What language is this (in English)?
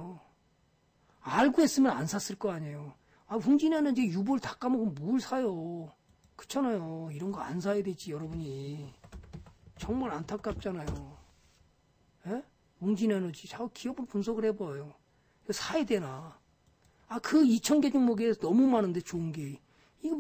Korean